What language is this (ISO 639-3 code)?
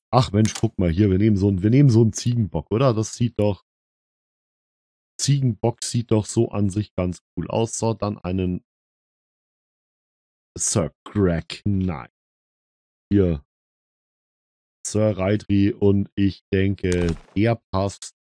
deu